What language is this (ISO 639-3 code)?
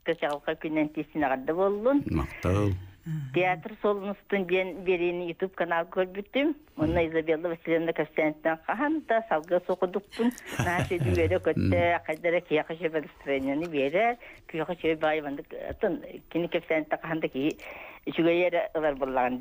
sah